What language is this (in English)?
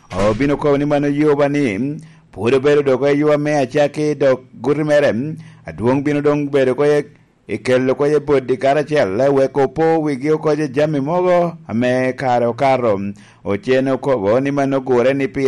Lango (Uganda)